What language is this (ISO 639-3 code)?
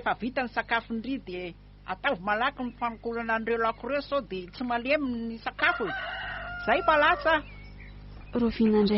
mlg